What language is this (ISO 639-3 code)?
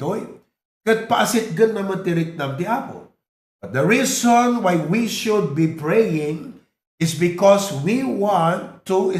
ilo